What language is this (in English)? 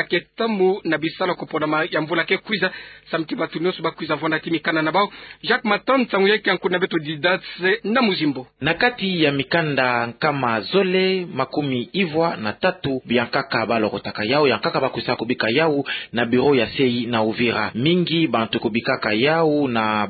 Kituba (Democratic Republic of Congo)